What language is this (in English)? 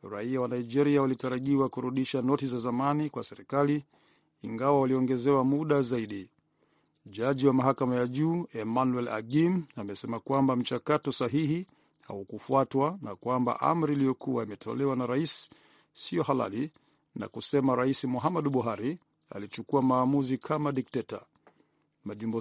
Swahili